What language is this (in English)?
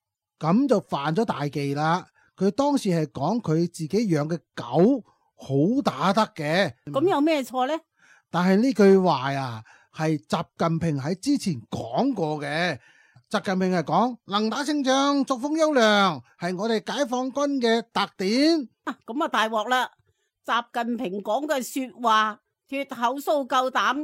Cantonese